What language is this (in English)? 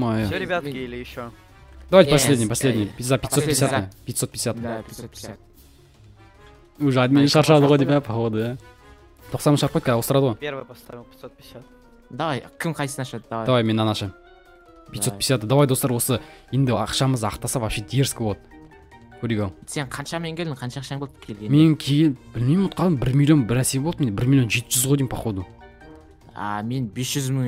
Kazakh